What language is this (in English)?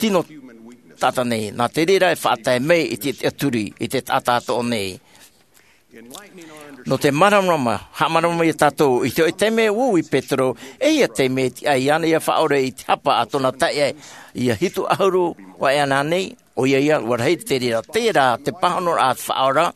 Tahitian